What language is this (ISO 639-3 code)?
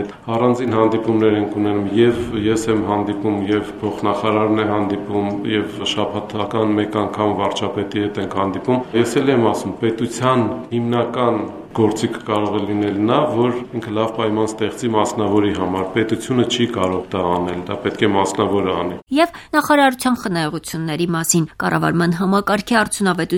hye